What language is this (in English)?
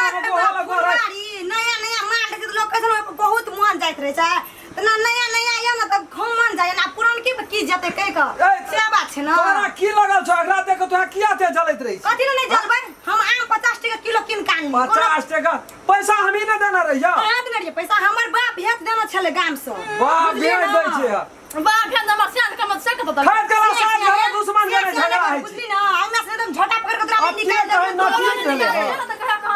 Maithili